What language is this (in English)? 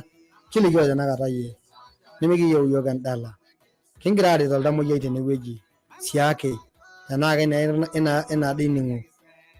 Masai